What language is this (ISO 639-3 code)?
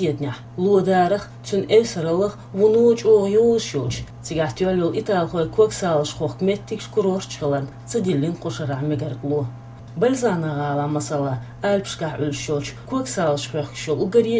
che